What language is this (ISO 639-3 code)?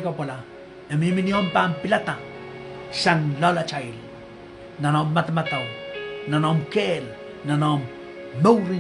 pon